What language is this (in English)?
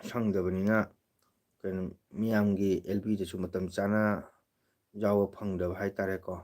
Manipuri